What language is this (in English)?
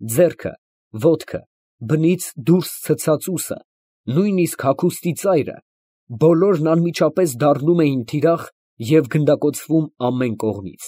Armenian